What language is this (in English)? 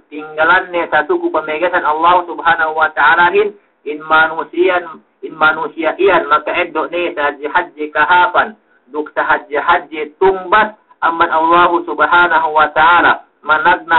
Yakan